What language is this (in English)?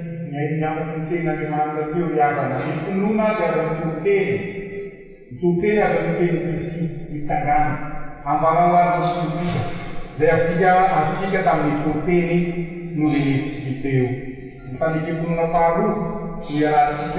Malagasy